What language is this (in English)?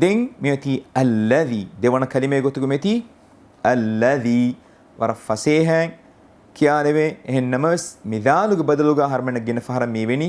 Divehi